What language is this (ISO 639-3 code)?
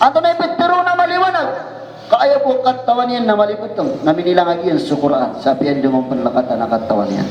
mrw